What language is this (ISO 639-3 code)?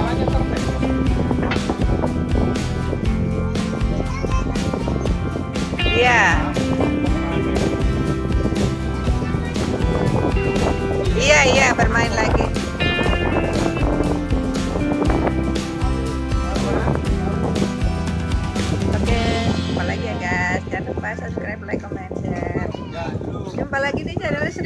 ind